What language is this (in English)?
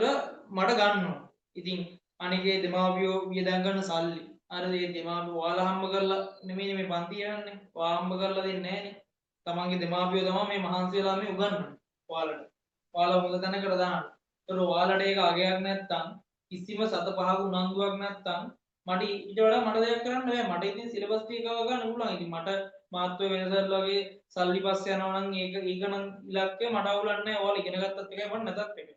Sinhala